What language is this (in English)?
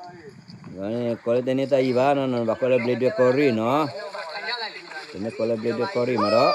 S'gaw Karen